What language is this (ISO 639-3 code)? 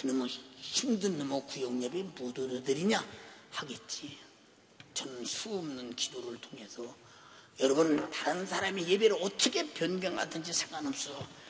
kor